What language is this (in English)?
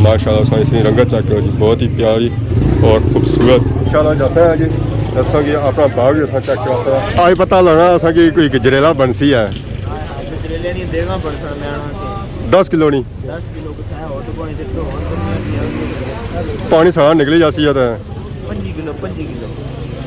Pahari-Potwari